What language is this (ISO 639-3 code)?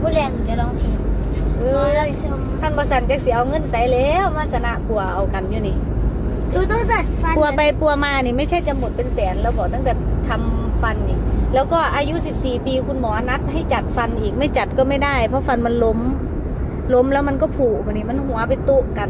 tts